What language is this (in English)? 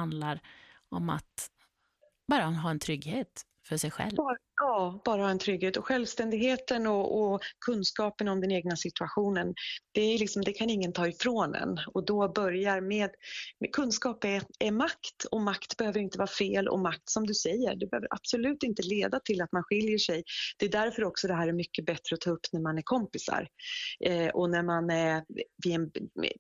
Swedish